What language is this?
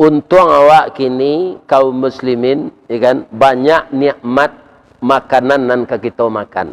Minangkabau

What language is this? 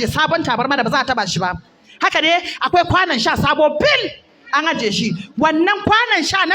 Hausa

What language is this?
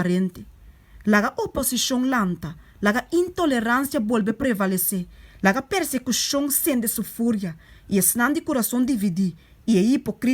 Papiamento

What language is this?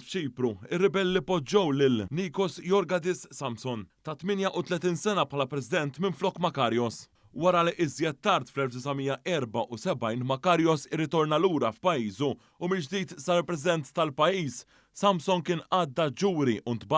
Maltese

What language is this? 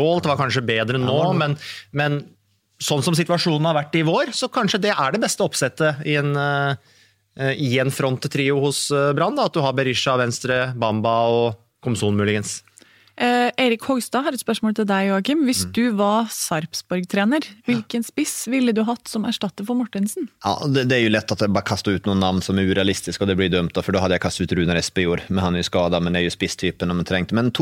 Norwegian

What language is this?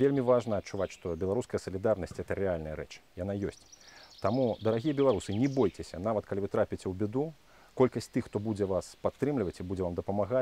Belarusian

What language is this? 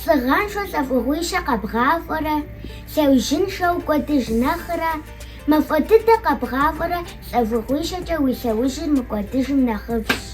Kabardian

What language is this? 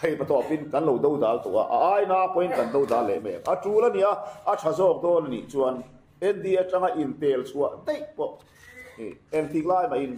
Mizo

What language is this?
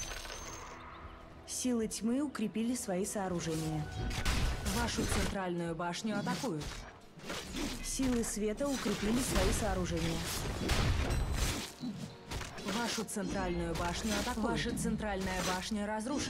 Russian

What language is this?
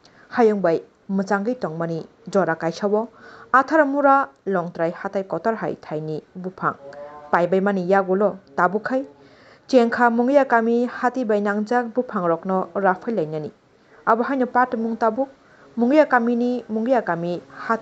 Kok Borok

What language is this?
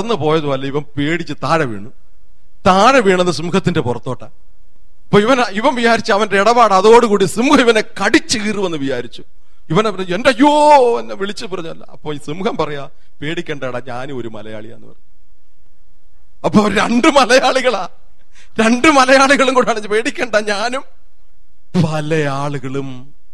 Malayalam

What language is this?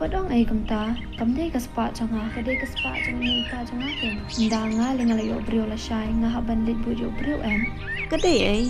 Khasi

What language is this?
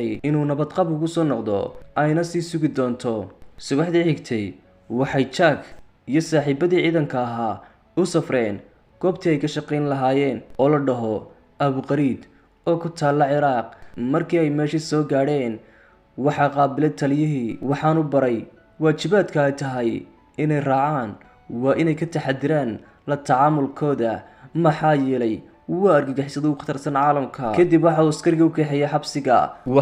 Somali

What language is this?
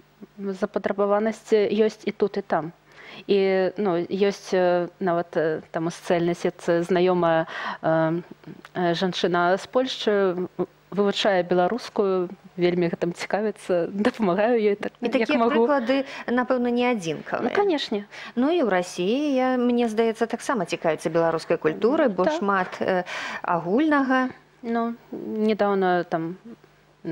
Belarusian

